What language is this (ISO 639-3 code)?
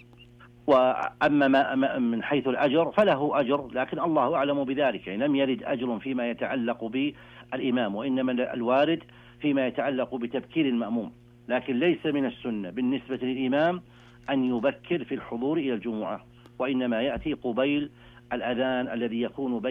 ara